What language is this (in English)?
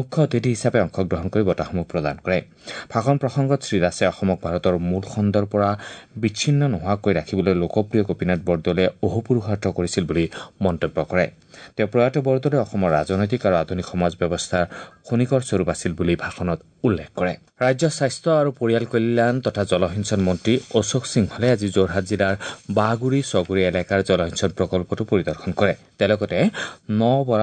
Assamese